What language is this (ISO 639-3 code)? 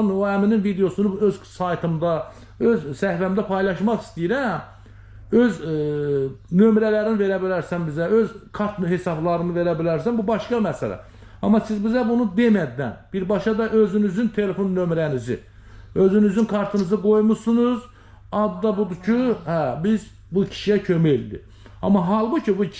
aze